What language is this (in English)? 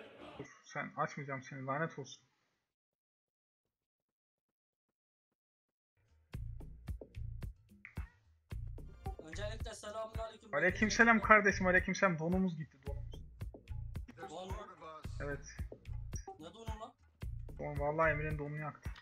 Turkish